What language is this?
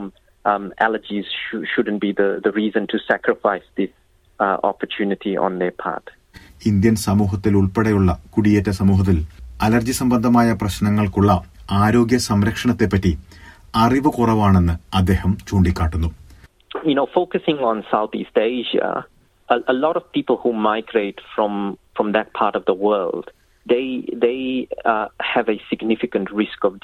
Malayalam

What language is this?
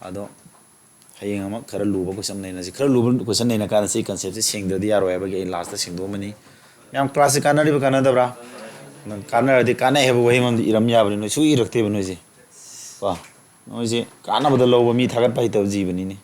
Manipuri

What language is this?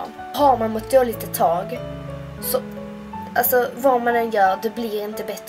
Swedish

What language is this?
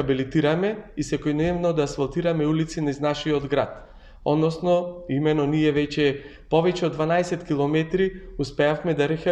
Macedonian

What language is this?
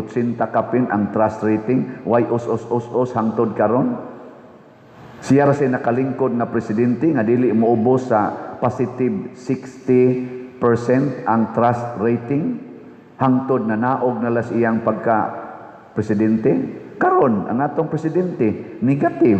Cebuano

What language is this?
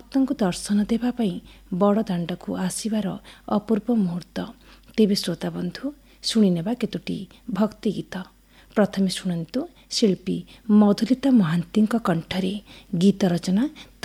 Odia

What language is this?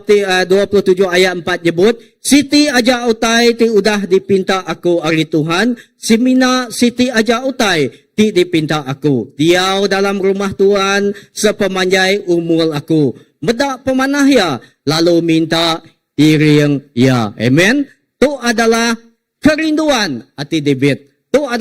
Iban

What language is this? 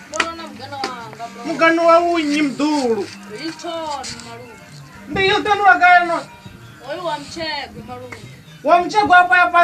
Venda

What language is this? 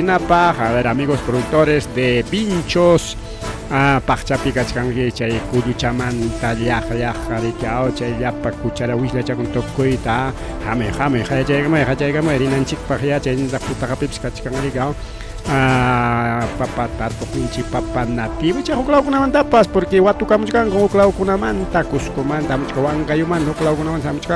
Ayacucho Quechua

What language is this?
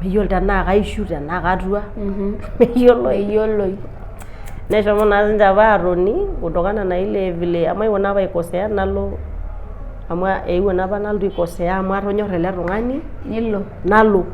Masai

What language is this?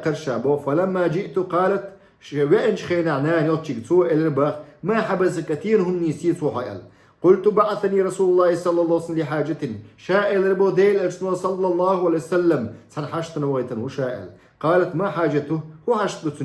Chechen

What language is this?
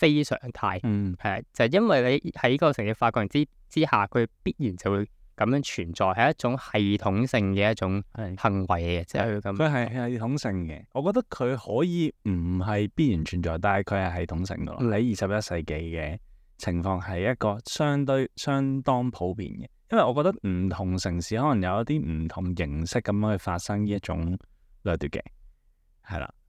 Cantonese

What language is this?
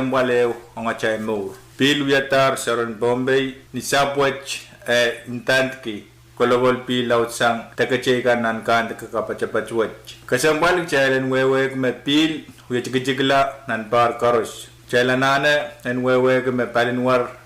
Pohnpeian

